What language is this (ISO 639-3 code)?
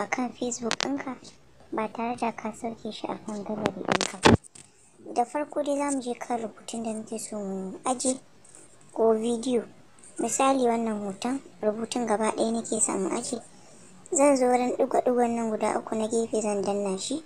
hau